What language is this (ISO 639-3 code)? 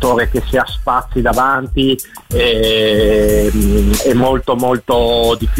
ita